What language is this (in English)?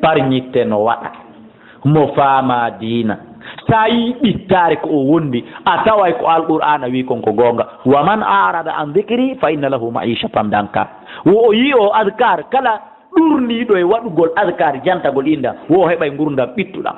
Fula